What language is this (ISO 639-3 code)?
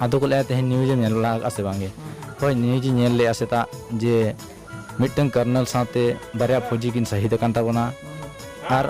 sat